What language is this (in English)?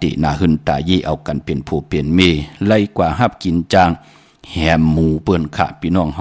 Shan